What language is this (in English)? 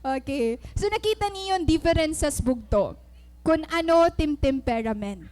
Waray